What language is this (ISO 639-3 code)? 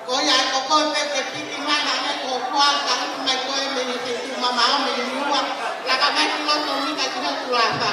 ton